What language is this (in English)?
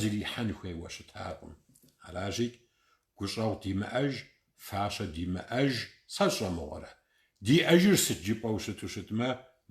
Kabardian